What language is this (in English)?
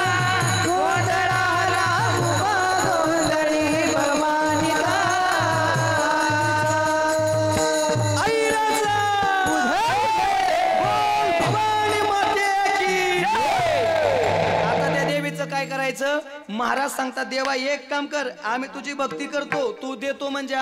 Marathi